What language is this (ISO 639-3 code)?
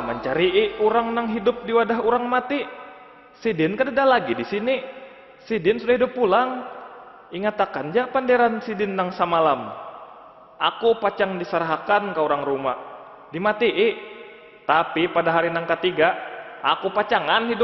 bjn